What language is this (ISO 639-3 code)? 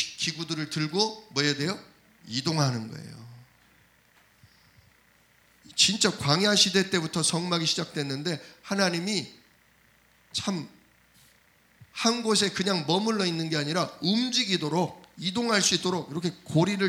kor